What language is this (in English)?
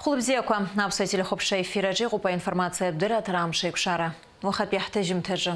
Abkhazian